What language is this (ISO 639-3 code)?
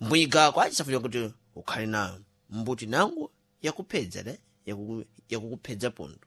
seh